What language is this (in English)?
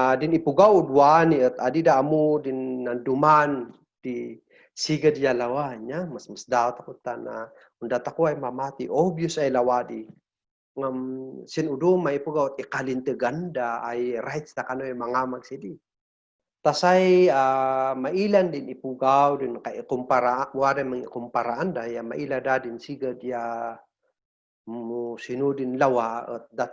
Kankanaey